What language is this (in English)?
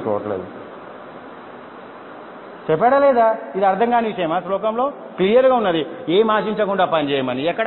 Telugu